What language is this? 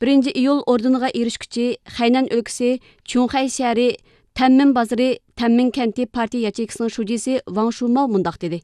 Uyghur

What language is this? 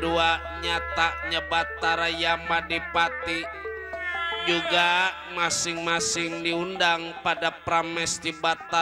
Betawi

